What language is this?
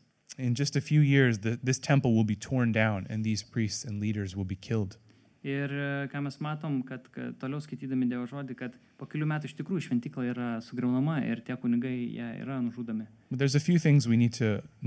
Lithuanian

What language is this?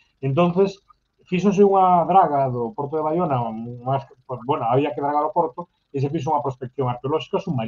Galician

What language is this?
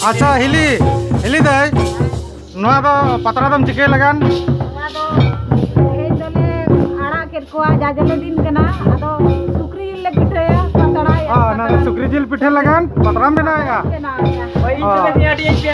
Santali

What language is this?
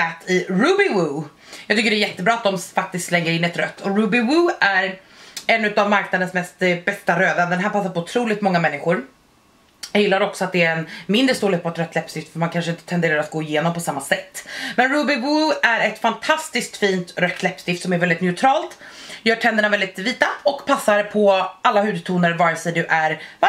Swedish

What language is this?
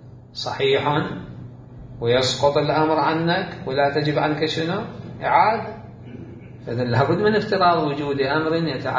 Mesopotamian Arabic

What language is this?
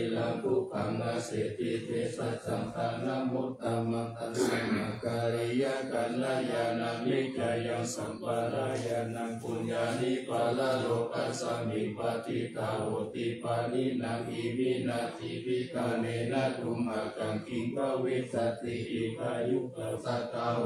Pali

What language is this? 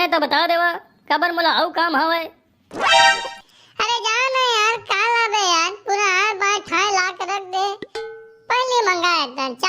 Chhattisgarhi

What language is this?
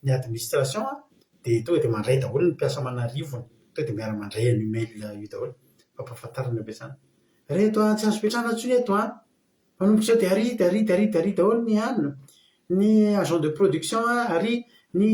Malagasy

